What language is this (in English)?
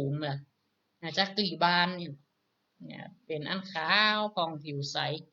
Northern Thai